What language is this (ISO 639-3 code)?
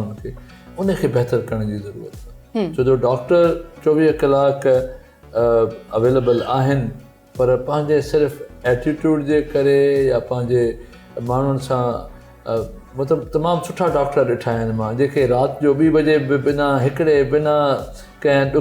snd